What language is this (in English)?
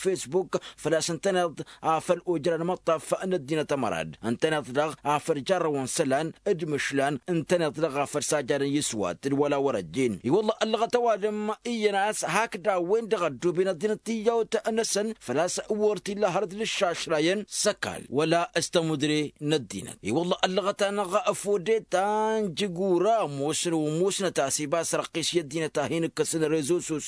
Tamasheq